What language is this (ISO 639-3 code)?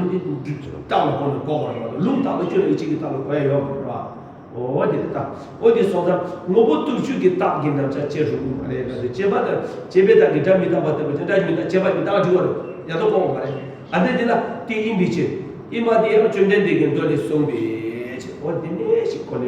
bod